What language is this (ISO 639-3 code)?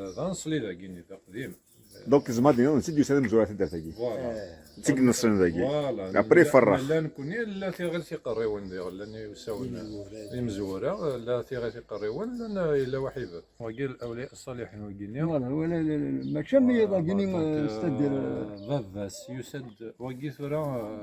kab